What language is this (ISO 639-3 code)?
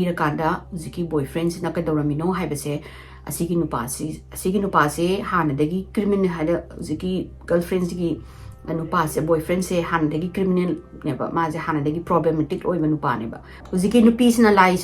mni